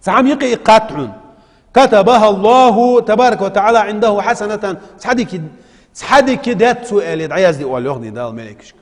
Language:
Ingush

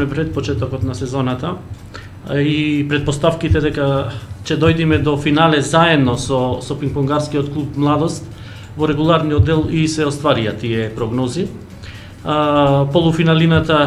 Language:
Macedonian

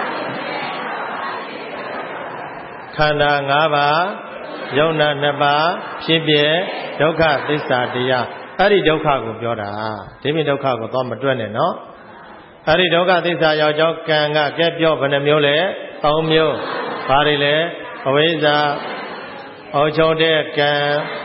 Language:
Burmese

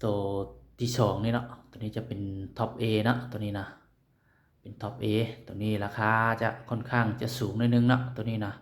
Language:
Lao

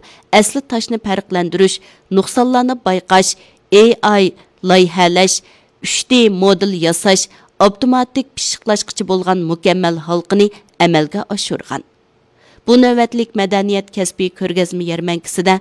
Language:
Uyghur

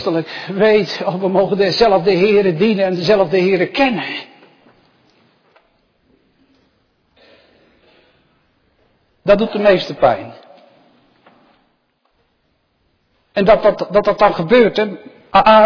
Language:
Dutch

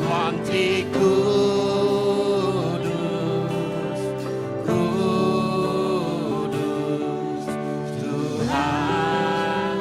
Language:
Iban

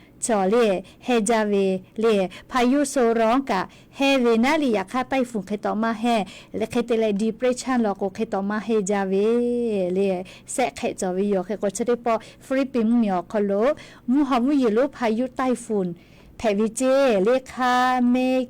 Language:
Lahu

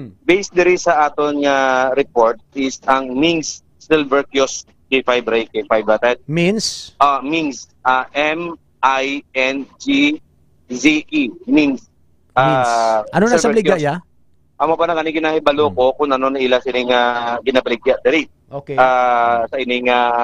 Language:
Hiligaynon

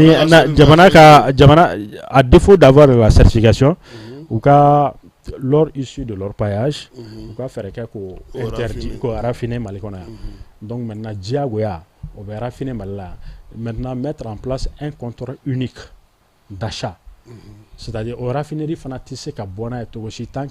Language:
Bambara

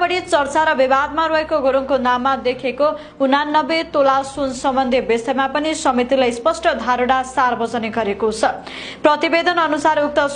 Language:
Nepali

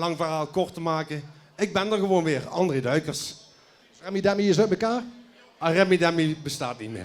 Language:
Limburgish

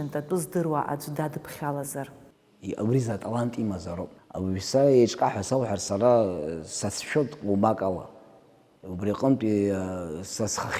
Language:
Abkhazian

